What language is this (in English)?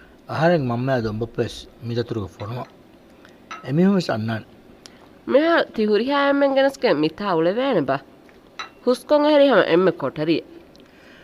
Divehi